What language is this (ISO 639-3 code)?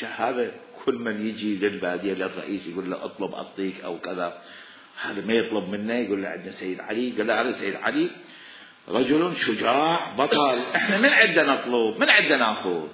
acm